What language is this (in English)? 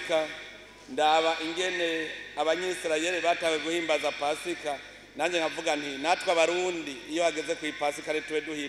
Rundi